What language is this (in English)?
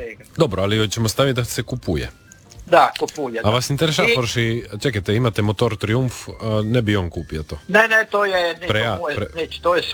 Croatian